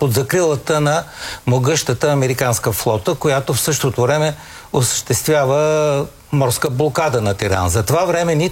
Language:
Bulgarian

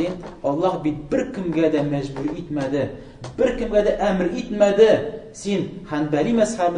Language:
Tatar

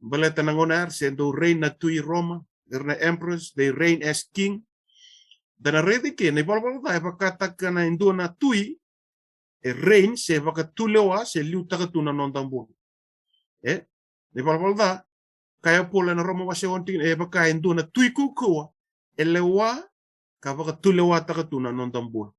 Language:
Fijian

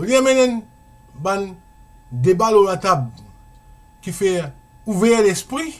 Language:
Morisyen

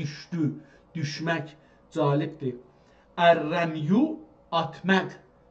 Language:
South Azerbaijani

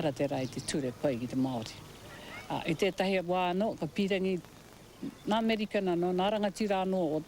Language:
Māori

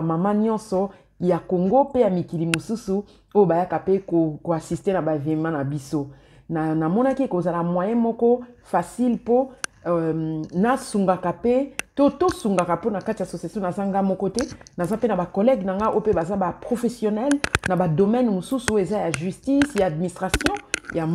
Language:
Lingala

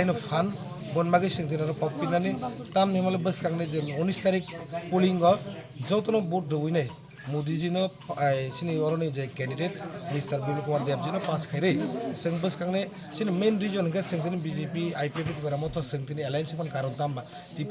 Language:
Kok Borok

